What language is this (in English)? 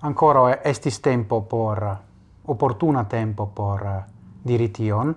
Esperanto